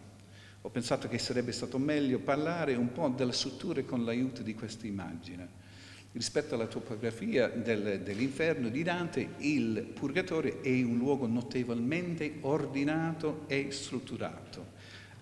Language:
Italian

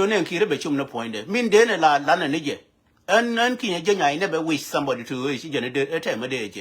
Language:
Nuer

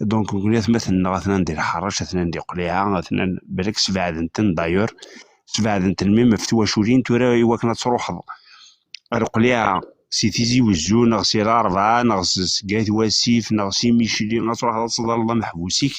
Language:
Kabyle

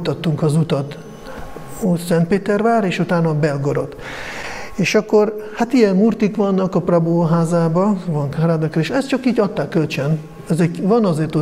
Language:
Hungarian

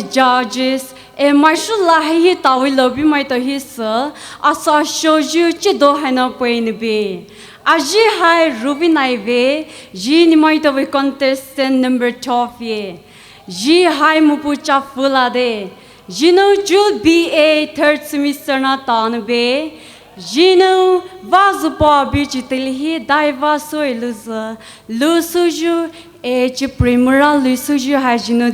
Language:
Poumei Naga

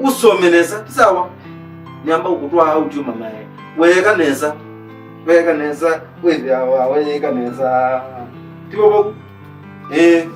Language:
Kamba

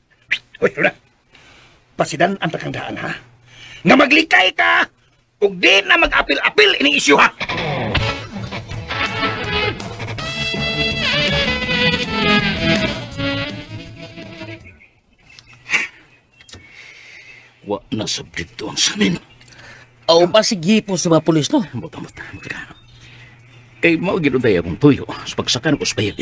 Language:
Cebuano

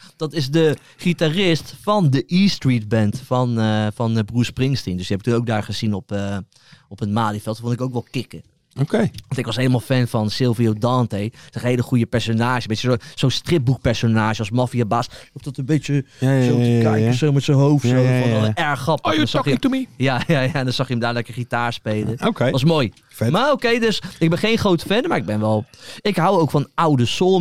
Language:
Dutch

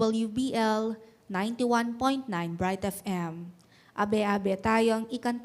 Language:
Pampanga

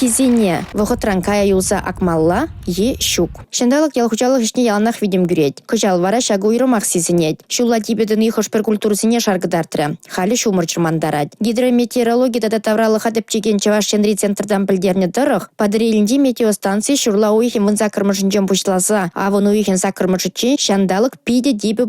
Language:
Chuvash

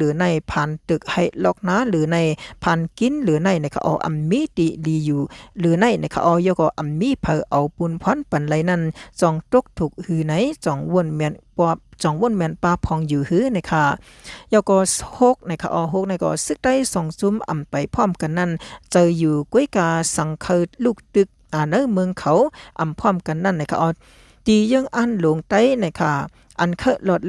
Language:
Shan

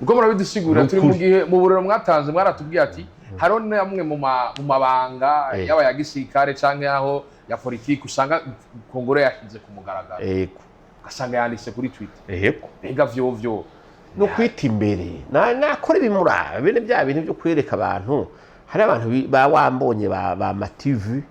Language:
Rundi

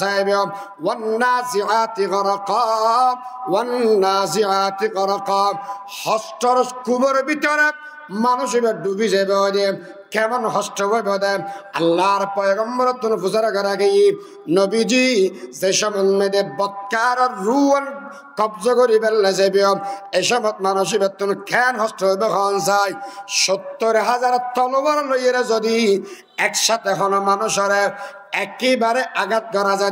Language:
Rohingya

